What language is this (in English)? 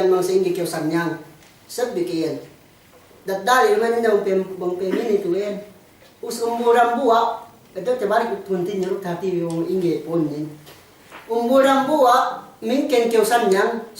Yakan